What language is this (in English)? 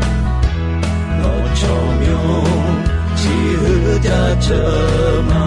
Akha